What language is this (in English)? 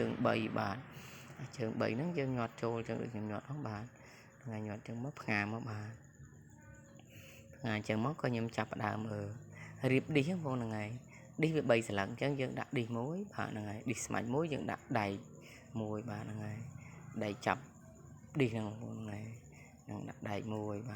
Khmer